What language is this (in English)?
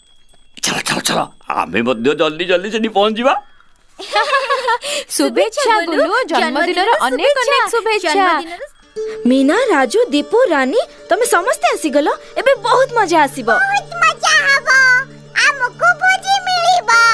Odia